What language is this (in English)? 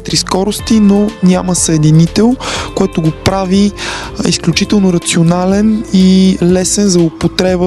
Bulgarian